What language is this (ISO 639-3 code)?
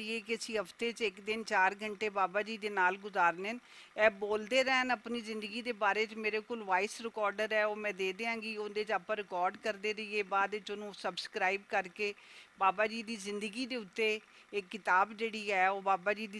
lah